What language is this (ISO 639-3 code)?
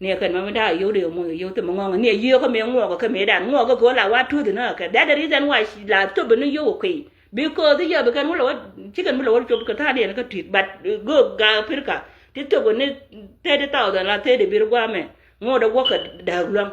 nus